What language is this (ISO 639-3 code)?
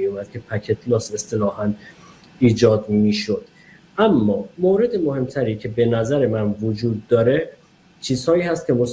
fas